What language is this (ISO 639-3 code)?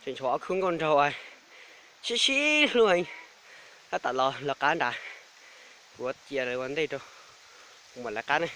hmn